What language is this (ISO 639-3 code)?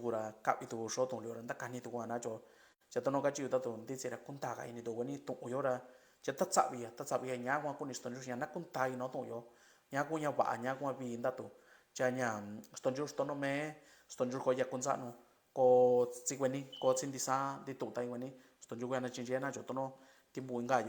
mix